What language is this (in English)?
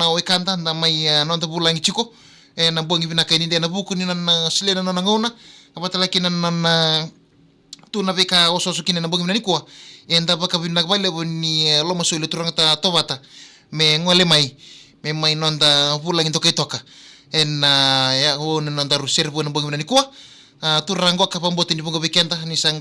Fijian